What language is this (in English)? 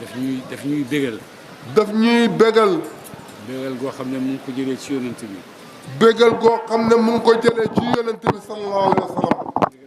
Wolof